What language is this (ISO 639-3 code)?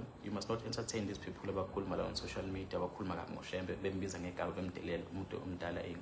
zul